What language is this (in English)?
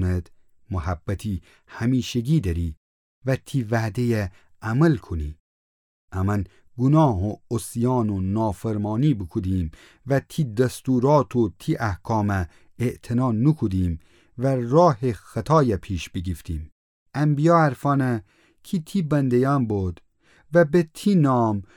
Gilaki